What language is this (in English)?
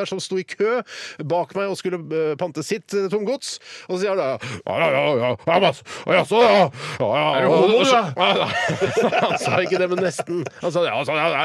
Norwegian